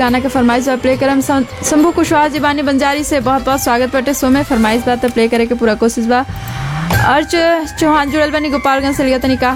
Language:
Bhojpuri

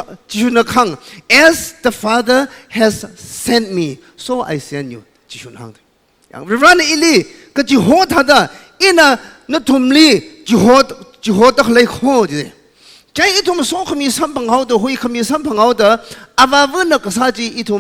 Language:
Tangkhul Naga (India)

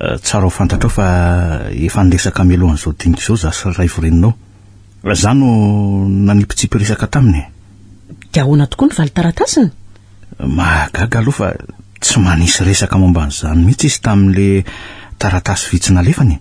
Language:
Malagasy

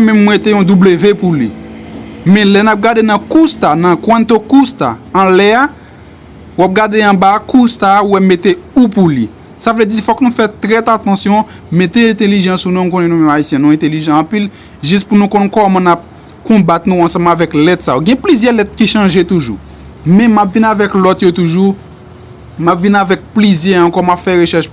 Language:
Haitian Creole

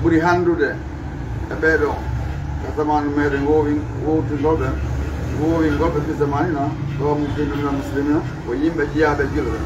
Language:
Fula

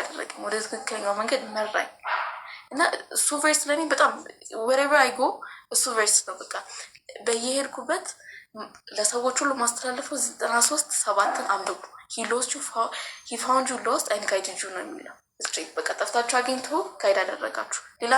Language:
Amharic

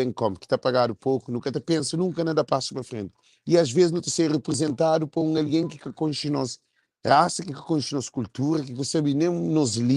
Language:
Kabuverdianu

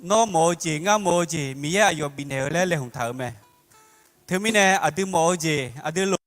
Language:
Akha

